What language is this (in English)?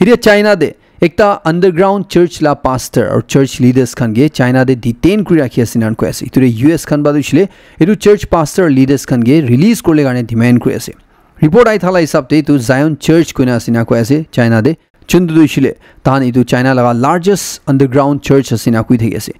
Naga Pidgin